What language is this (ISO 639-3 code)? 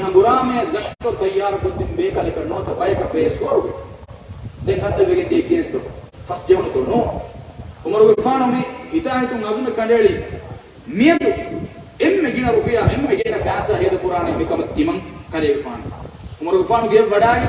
div